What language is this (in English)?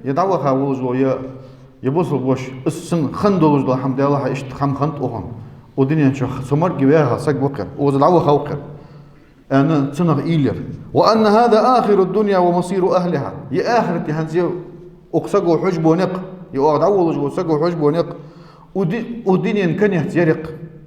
Ingush